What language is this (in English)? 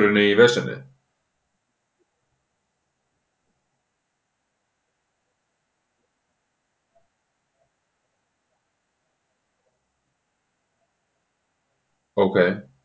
Icelandic